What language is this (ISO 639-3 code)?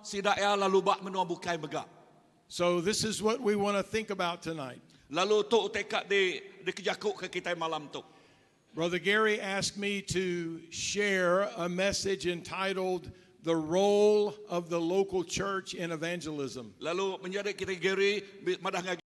iba